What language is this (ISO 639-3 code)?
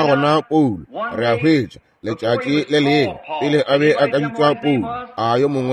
nso